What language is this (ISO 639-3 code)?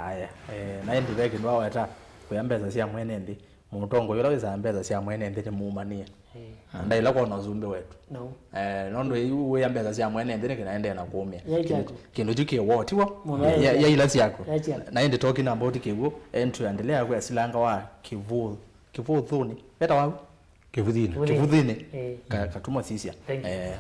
kam